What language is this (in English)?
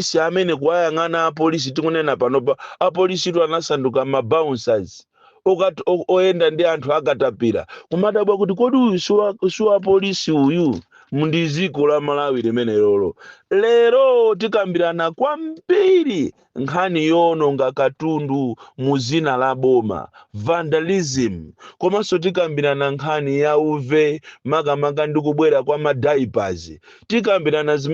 Nyanja